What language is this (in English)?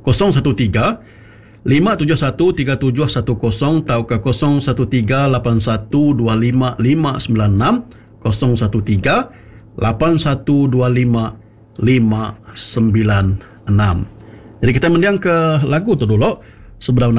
Iban